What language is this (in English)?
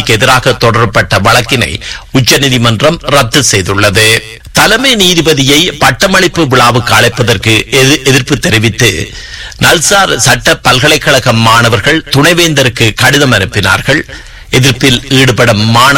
Tamil